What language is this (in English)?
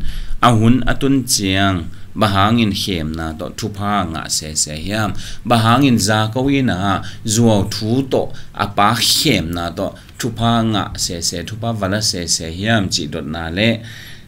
Tedim Chin